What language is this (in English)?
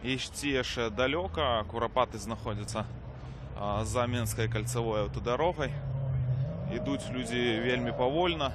Belarusian